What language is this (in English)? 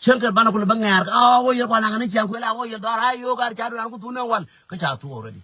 Nuer